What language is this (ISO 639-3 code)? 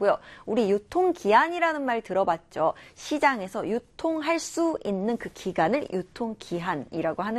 kor